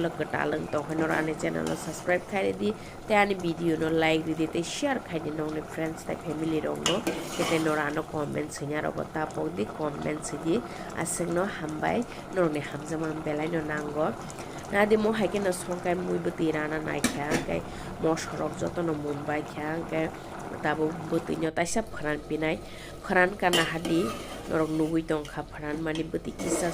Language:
Kok Borok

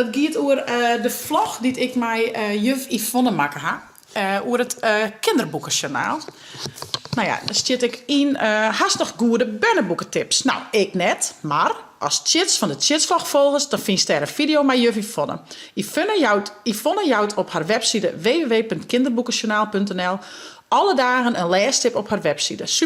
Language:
Western Frisian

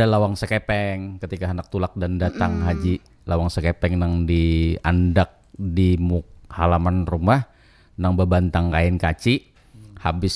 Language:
Banjar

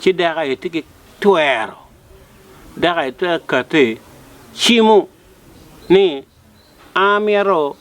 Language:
Acoli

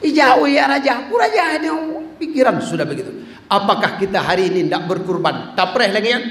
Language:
Achinese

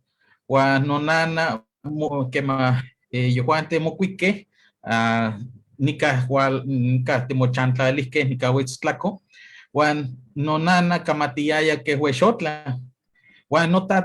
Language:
Eastern Huasteca Nahuatl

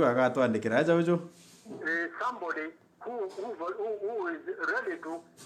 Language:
Meru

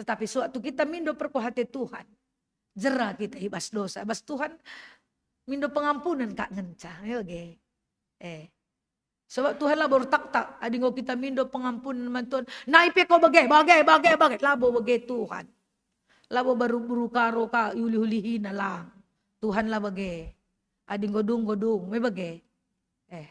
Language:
Batak Karo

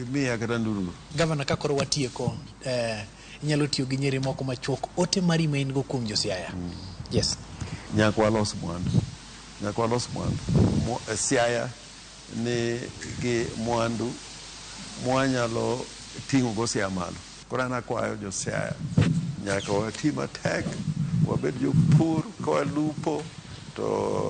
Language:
Luo (Kenya and Tanzania)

